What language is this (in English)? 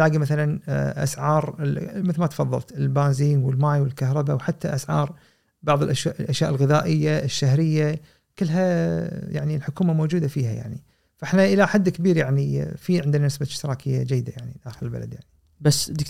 Gulf Arabic